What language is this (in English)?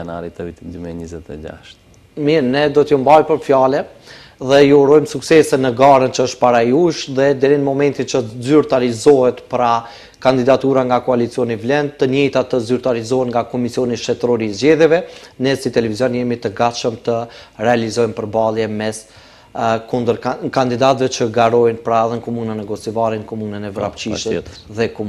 Albanian